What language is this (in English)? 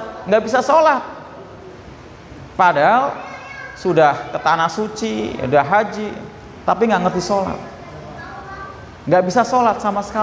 Indonesian